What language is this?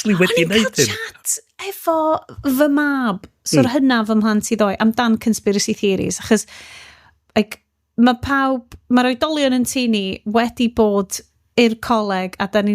Welsh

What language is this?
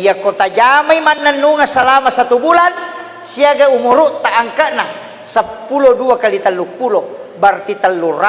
Buginese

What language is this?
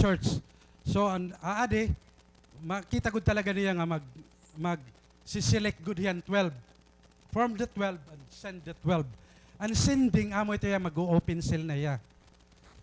Waray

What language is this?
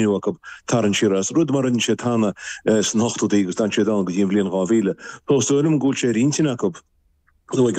Irish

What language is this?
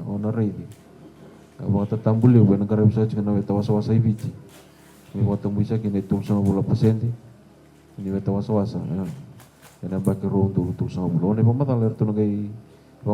Fijian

